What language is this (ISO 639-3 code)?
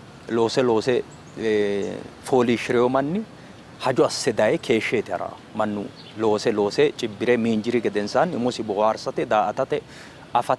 sid